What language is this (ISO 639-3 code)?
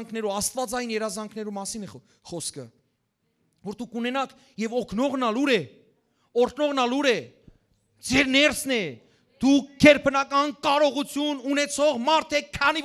hyw